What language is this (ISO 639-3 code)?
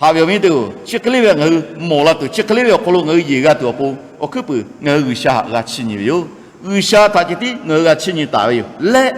lhu